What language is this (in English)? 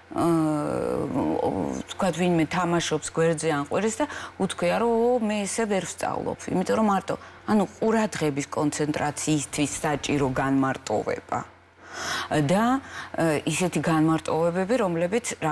Georgian